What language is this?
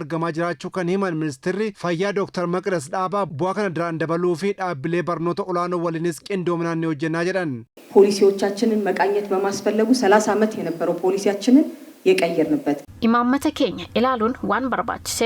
Oromo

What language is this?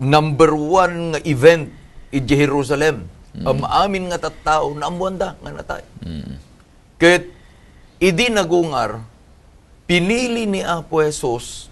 Iloko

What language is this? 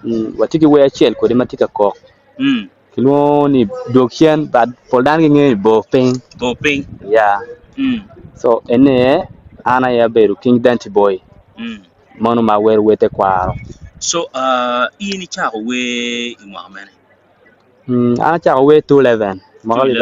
Acoli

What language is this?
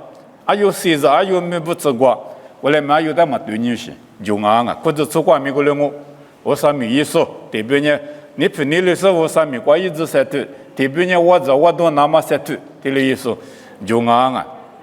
Lisu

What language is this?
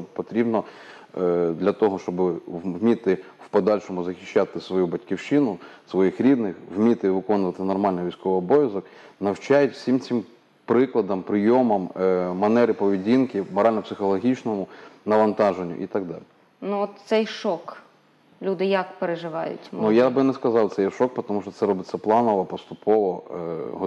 Ukrainian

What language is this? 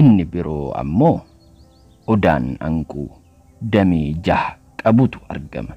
Oromo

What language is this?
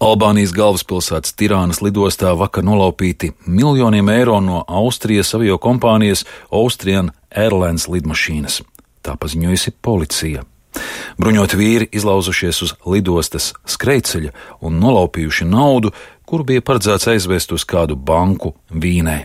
Latvian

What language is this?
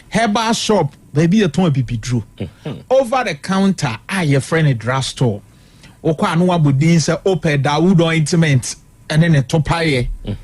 Akan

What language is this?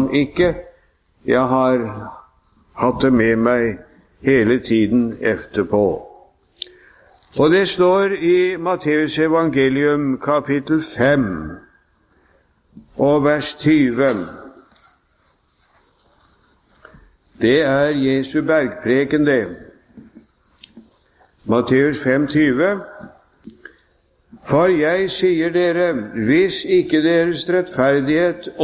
Norwegian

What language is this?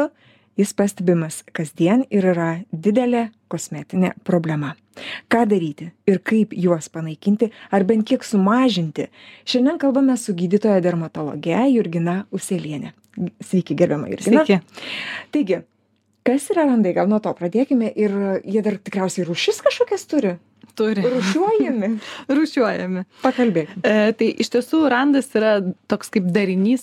Lithuanian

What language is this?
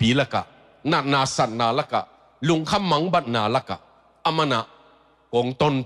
Tedim Chin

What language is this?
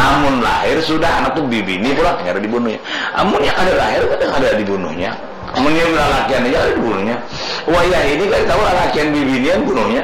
Banjar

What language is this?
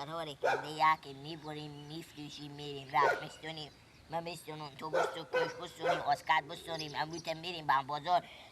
Persian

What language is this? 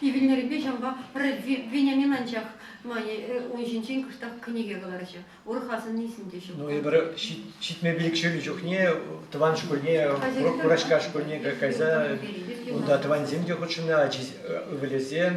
Chuvash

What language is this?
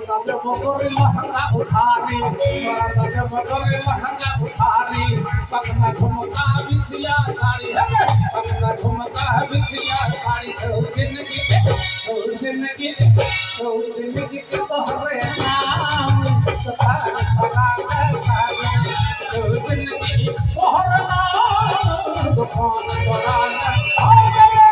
Maithili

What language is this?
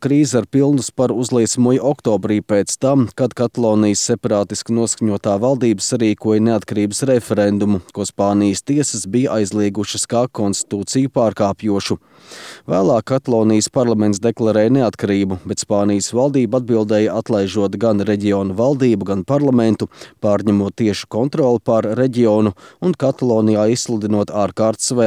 Latvian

